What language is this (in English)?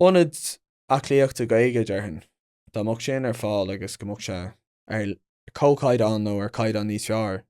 Irish